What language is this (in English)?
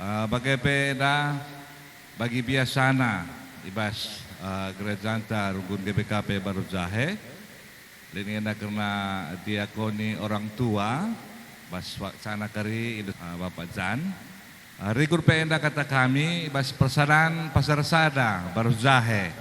Batak Karo